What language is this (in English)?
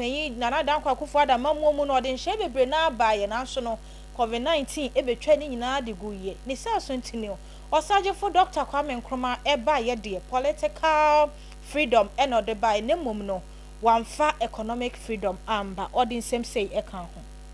Akan